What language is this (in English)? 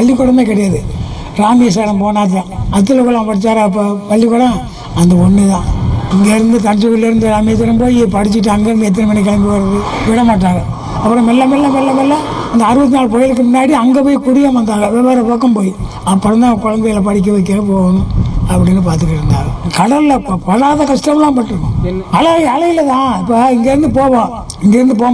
Tamil